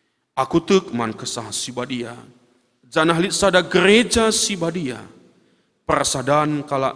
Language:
Batak Karo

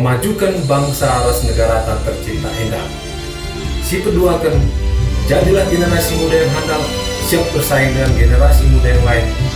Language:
Batak Karo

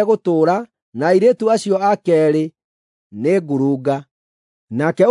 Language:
Kikuyu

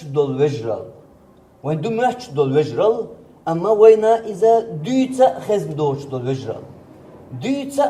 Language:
Chechen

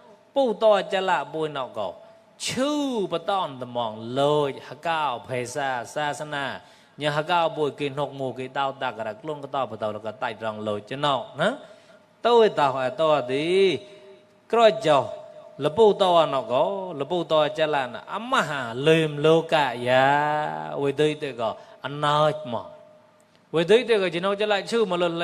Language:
Mon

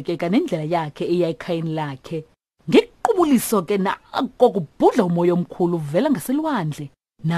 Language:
Xhosa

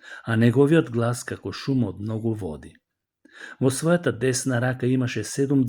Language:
Macedonian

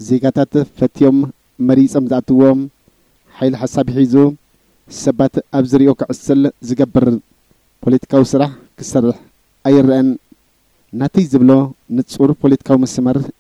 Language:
Tigrinya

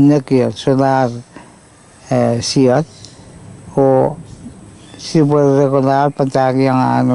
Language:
Pohnpeian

